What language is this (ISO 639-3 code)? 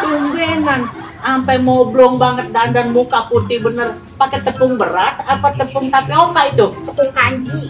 bew